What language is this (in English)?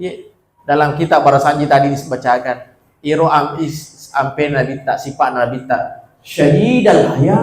Buginese